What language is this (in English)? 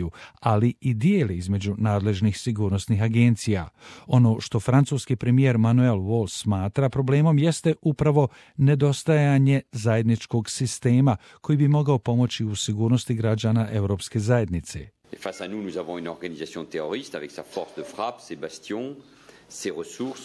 Serbian